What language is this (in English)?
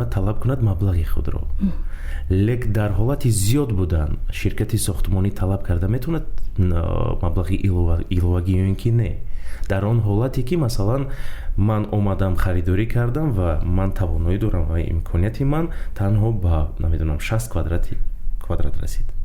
Tajik